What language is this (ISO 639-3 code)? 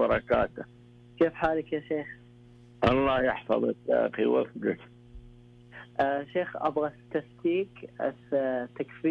ara